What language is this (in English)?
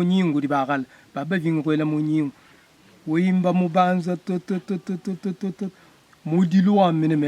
Luba-Lulua